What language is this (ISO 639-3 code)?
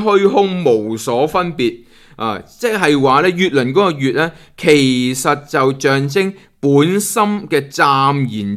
yue